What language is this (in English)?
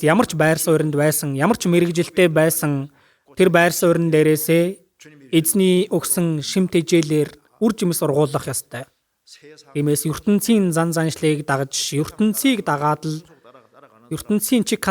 Mongolian